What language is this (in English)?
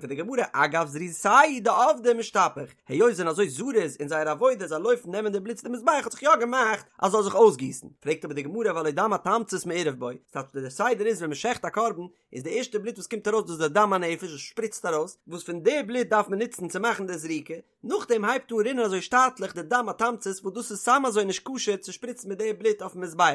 Yiddish